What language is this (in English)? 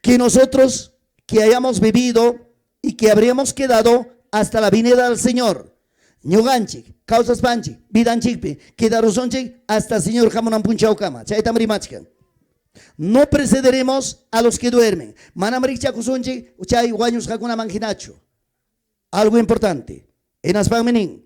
Ayacucho Quechua